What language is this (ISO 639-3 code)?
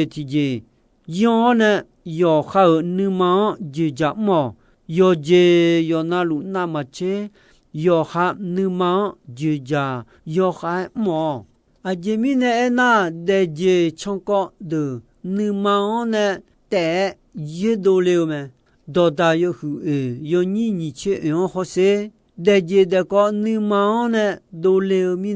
ahk